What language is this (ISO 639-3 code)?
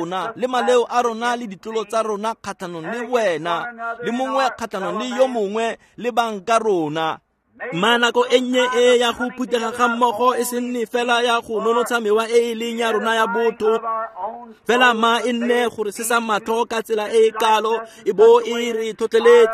tsn